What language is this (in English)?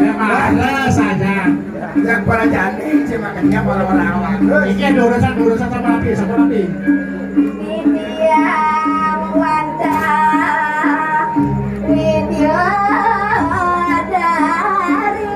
Balinese